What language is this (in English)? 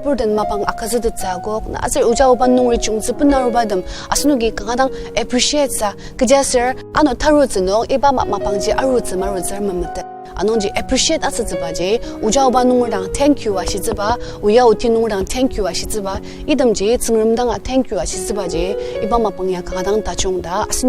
Ao Naga